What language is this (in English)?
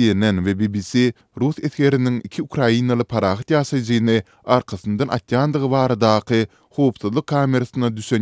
Turkmen